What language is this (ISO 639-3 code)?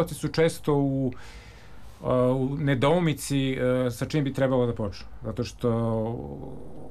srp